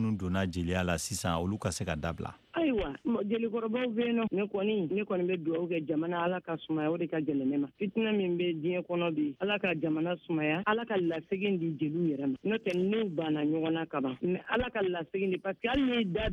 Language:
Bambara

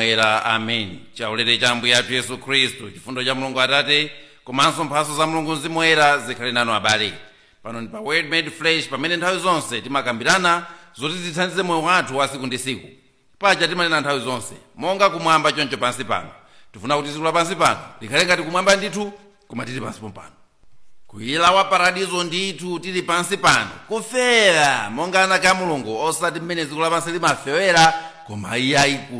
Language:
Nyanja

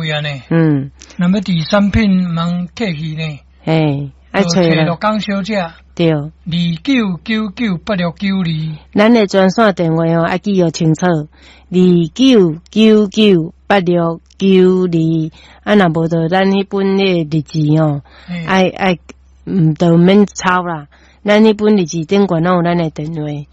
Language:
Min Nan Chinese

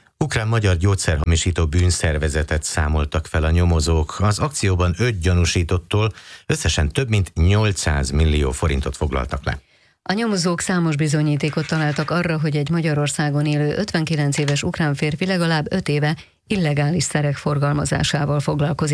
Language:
Hungarian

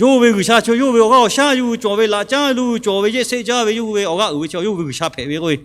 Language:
Lahu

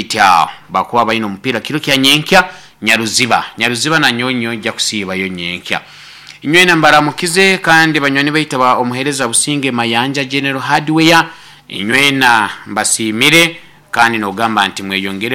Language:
Nyoro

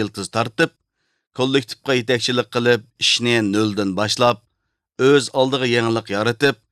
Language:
Uyghur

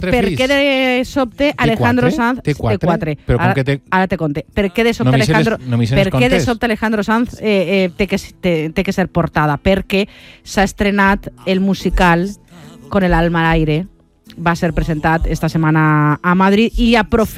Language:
Catalan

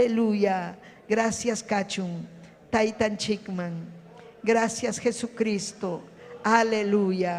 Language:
Ayacucho Quechua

